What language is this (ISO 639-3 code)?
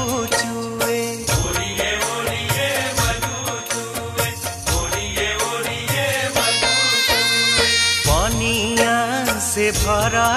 bho